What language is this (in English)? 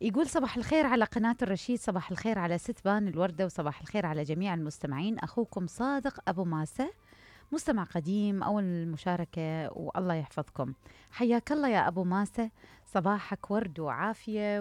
Mesopotamian Arabic